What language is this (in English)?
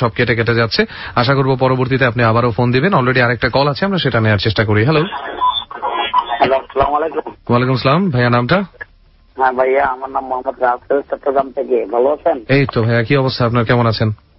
Bangla